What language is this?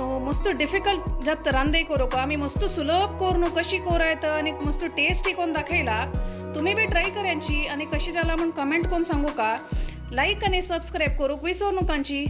Konkani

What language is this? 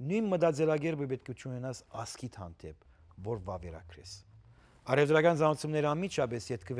Western Armenian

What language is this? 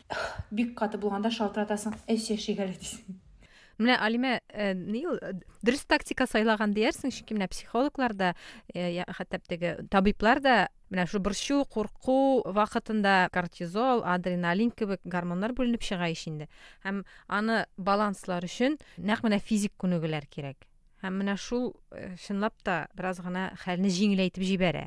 Tatar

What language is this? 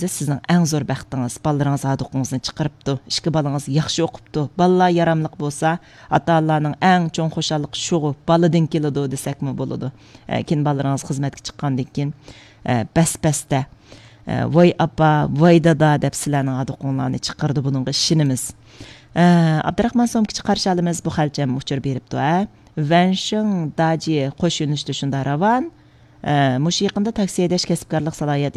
Uyghur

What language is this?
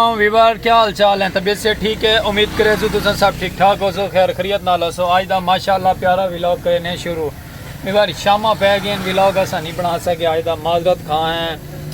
Saraiki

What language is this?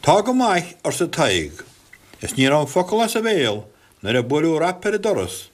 Irish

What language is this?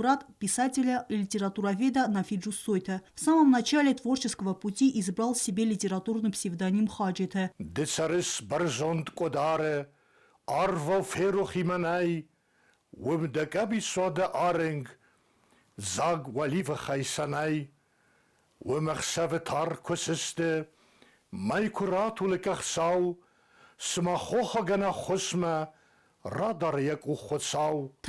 Ossetic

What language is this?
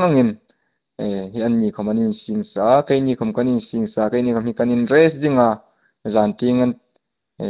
Hmar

